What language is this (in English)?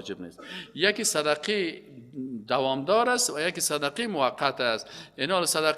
Persian